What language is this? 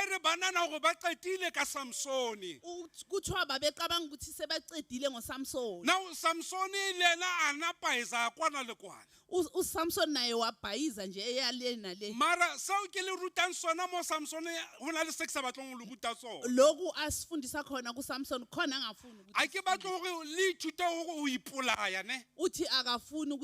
Southern Sotho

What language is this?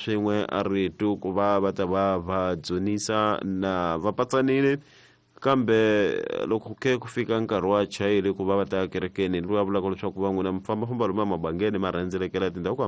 Tsonga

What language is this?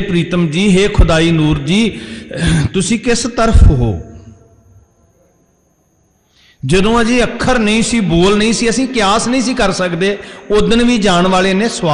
Punjabi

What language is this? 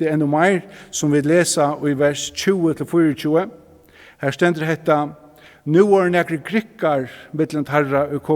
Faroese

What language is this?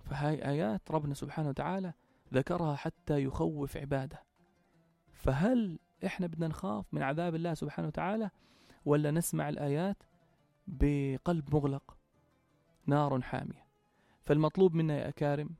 North Levantine Arabic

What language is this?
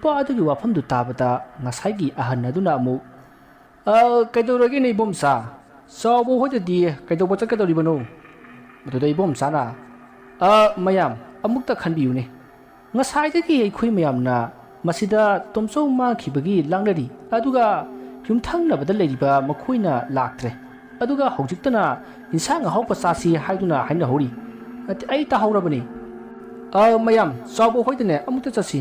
Manipuri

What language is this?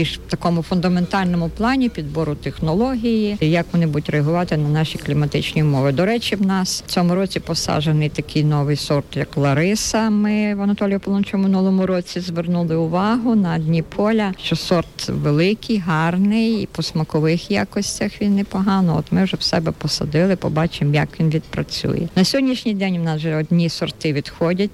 Ukrainian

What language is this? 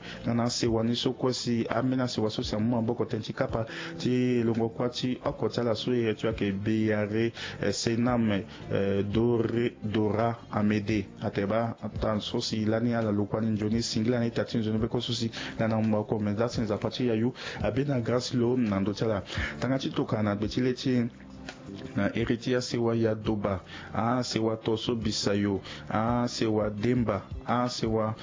Sango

